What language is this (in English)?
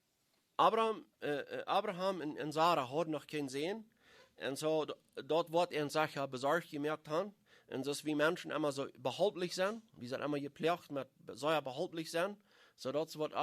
Plautdietsch